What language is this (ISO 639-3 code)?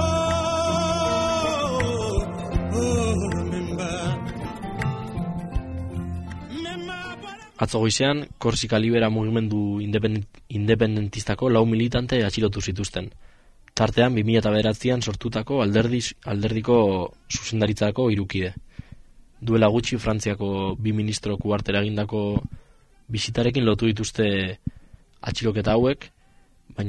eus